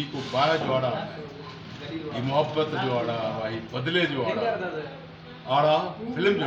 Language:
Sindhi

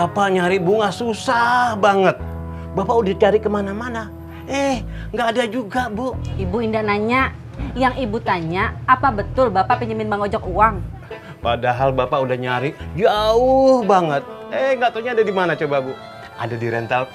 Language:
Betawi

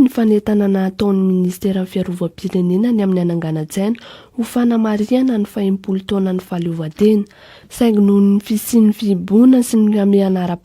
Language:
Malagasy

